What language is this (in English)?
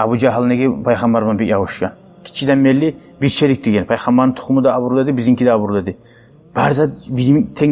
Kumyk